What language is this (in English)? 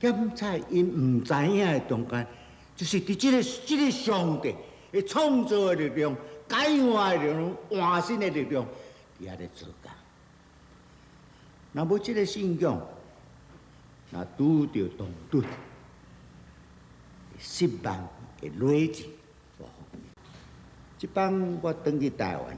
Min Nan Chinese